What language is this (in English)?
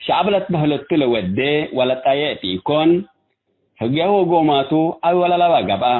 Tigre